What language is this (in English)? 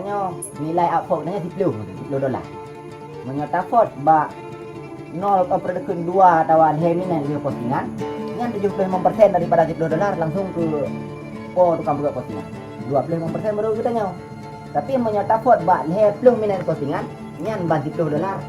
Achinese